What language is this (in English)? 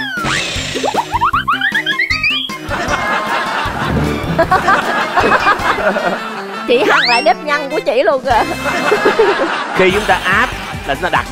Vietnamese